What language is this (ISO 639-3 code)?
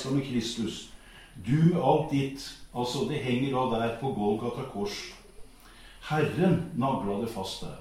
nor